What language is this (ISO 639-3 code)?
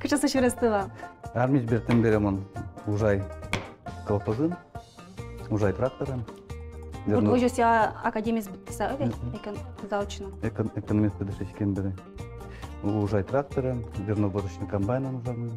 udm